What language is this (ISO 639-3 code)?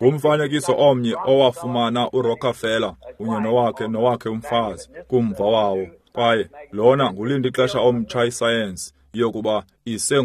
xho